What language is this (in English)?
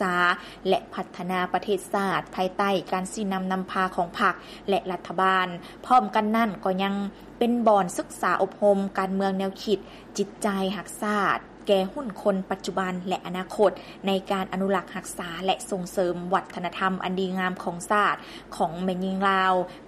Lao